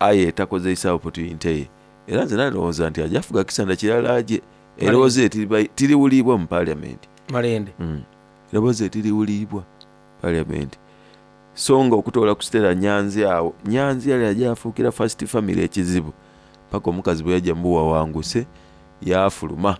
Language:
Soga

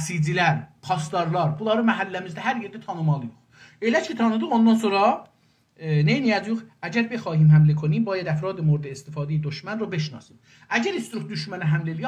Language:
South Azerbaijani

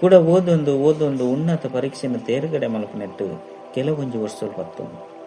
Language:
Tulu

